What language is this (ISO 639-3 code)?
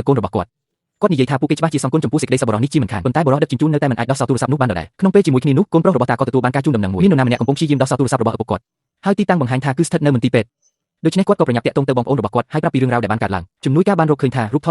khm